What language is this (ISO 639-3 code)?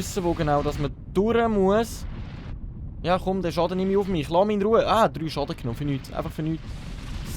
gsw